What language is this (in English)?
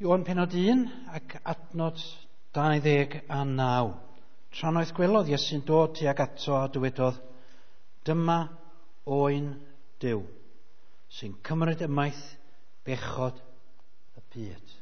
Welsh